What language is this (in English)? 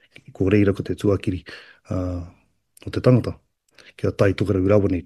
Māori